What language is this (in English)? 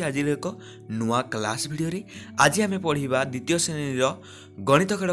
Odia